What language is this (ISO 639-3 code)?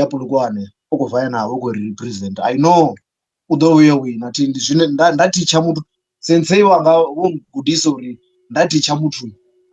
ven